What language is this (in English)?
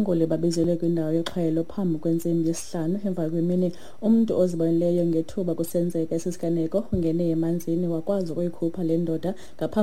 Xhosa